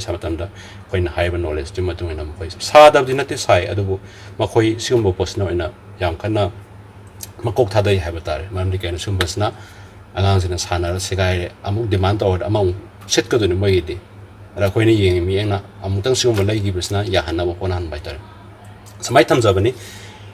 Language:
Manipuri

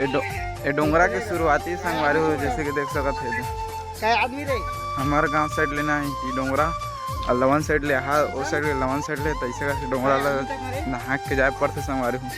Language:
Chhattisgarhi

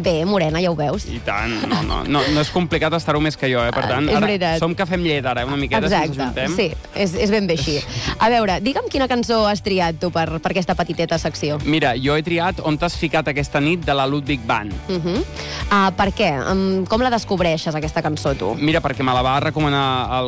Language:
Catalan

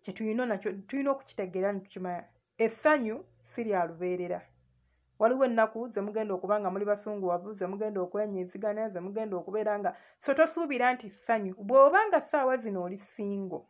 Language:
Ganda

